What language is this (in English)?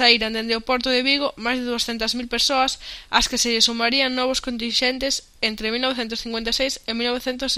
Galician